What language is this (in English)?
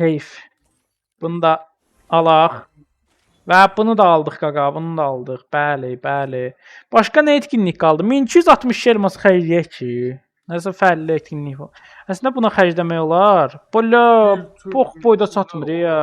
Azerbaijani